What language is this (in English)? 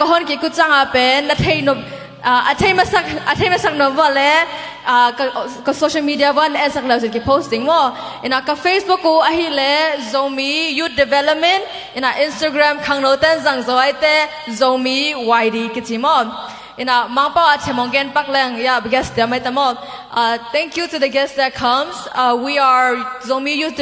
Tedim Chin